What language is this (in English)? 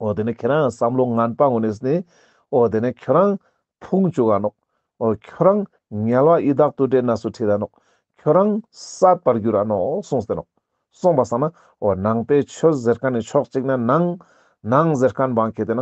Ladakhi